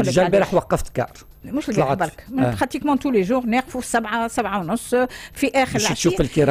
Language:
Tunisian Arabic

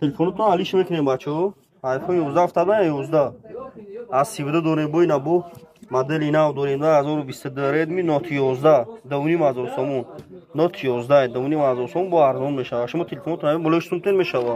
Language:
Tajik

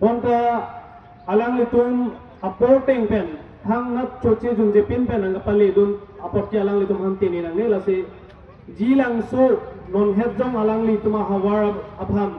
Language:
Karbi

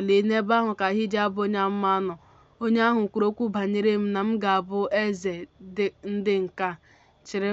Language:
Igbo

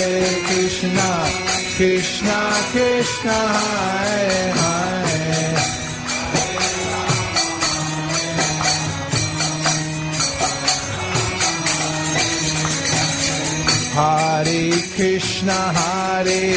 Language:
Hindi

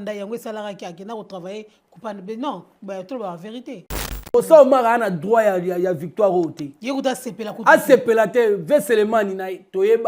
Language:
Lingala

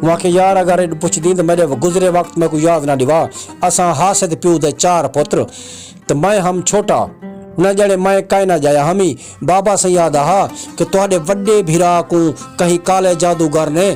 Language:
Saraiki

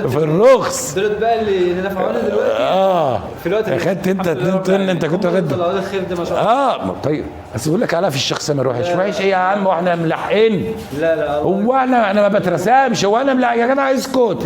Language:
Egyptian Arabic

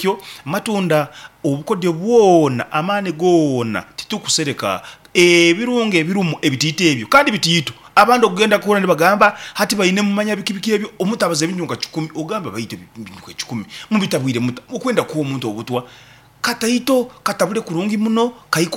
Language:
Nyankole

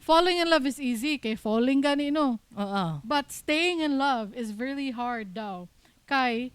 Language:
Cebuano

